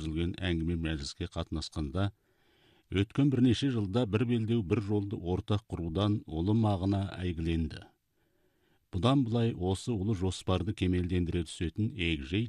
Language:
Kazakh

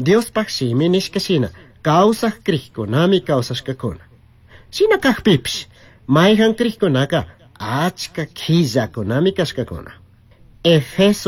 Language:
Chimborazo Highland Quichua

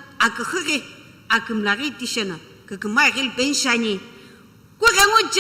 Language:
Sumi Naga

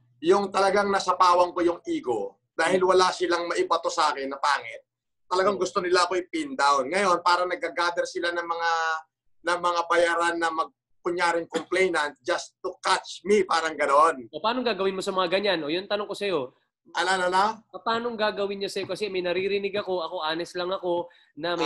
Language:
Filipino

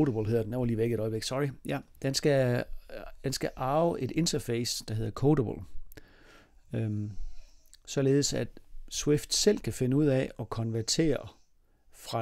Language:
Danish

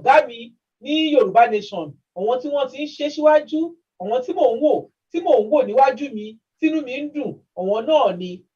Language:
Yoruba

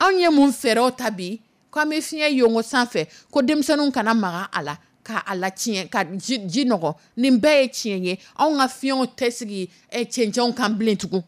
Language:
Dyula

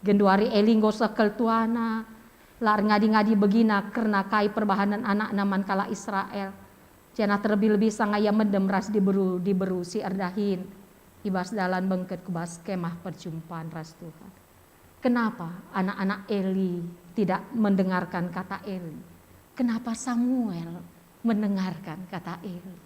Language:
Batak Karo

